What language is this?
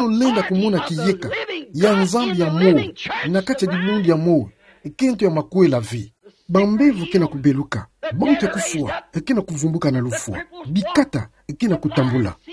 Kituba (Democratic Republic of Congo)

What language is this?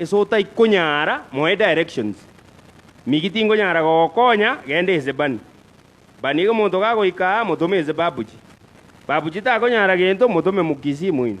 Gusii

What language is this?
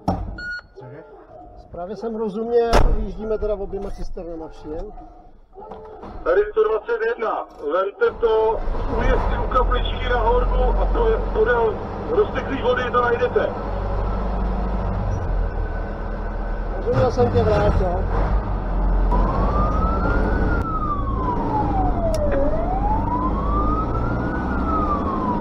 Czech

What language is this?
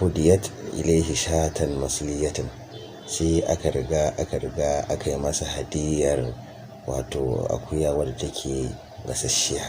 Hausa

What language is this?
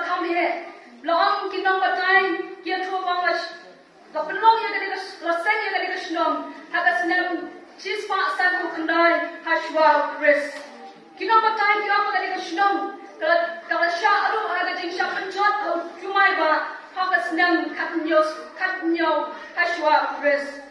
Khasi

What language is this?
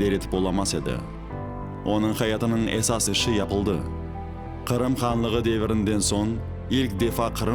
Crimean Tatar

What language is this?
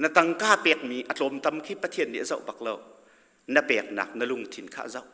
Hakha Chin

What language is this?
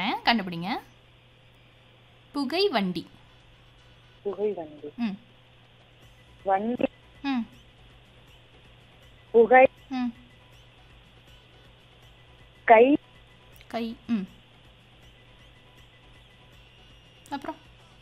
Tamil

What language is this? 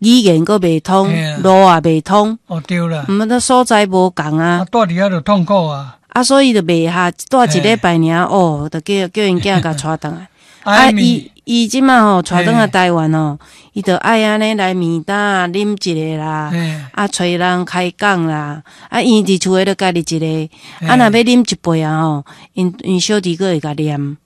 Min Nan Chinese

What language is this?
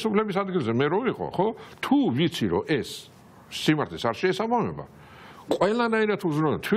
Georgian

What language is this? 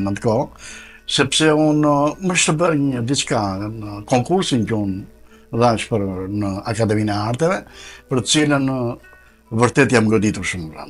Albanian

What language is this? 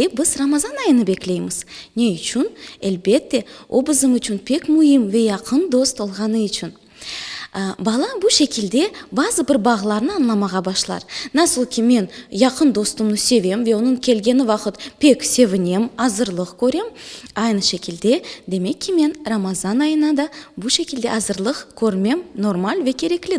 Crimean Tatar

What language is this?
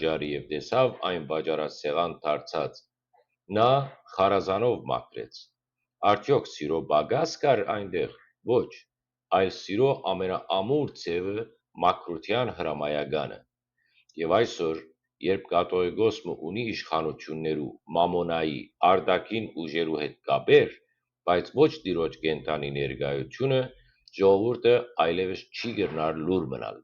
Western Armenian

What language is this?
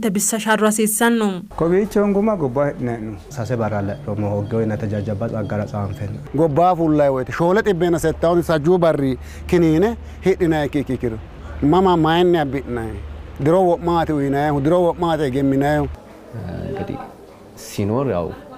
Sidamo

